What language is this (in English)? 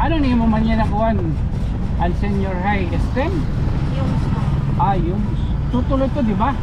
Waray